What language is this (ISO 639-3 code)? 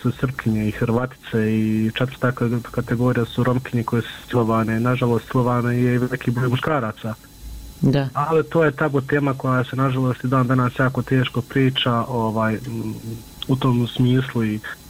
bos